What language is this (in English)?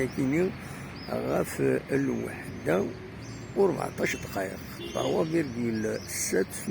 Kabyle